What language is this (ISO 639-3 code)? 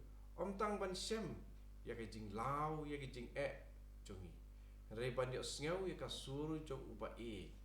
kha